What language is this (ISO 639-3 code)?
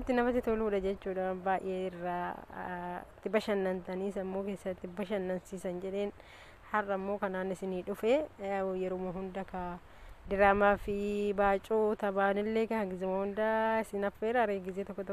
orm